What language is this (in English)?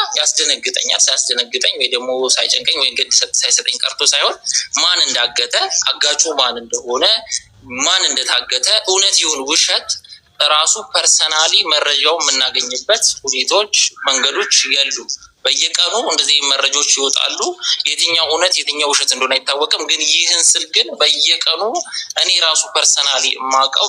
Amharic